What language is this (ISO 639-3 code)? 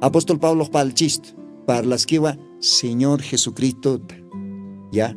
aym